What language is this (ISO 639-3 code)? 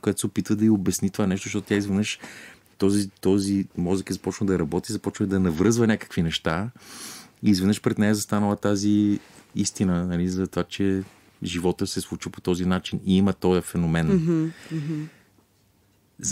bul